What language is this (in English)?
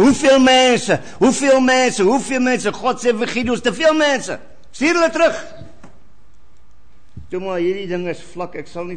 Afrikaans